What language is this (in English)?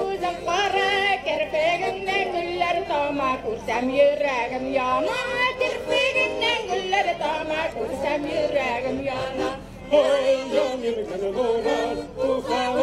Bashkir